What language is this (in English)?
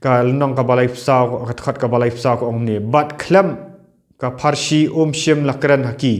Khasi